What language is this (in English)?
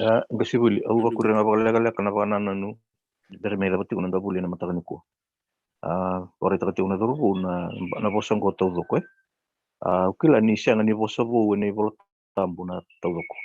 Fijian